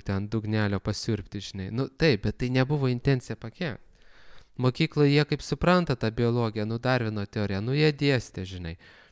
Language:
Lithuanian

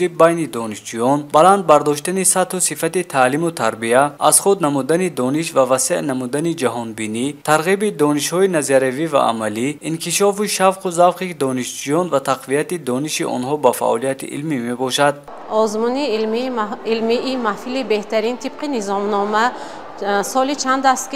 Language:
Tajik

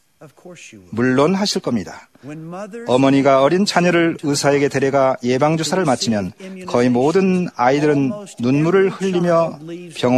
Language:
Korean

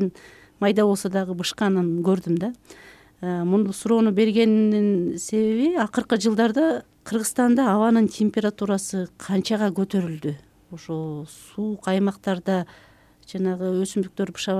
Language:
Kyrgyz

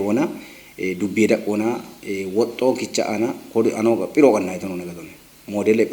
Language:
Kafa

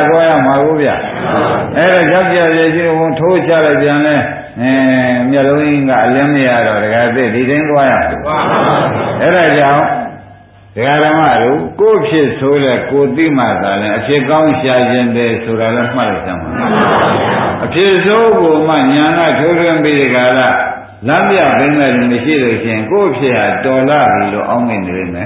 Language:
Burmese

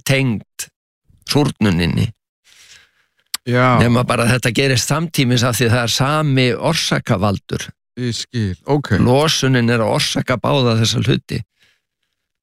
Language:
Icelandic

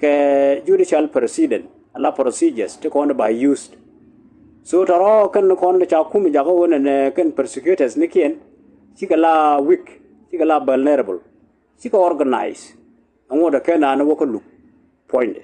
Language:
Nuer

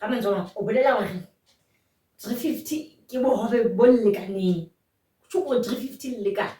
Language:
Southern Sotho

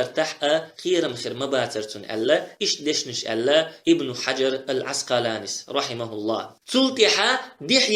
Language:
Chechen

